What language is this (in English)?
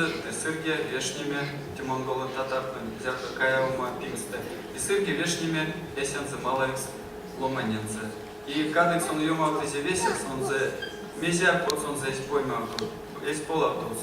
Erzya